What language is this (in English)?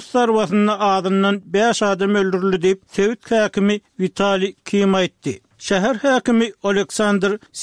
Turkmen